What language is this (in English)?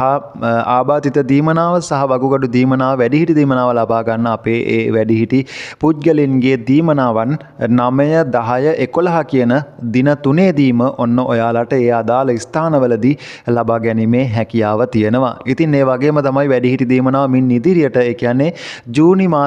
Sinhala